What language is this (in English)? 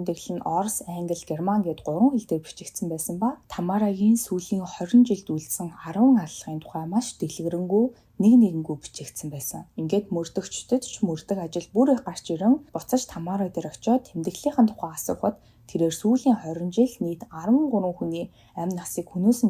Mongolian